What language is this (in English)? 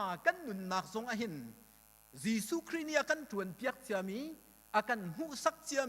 Hakha Chin